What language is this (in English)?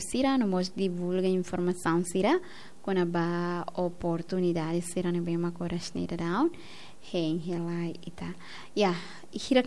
Tetum